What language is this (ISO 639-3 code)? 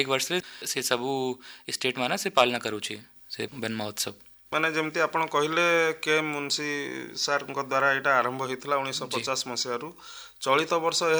ori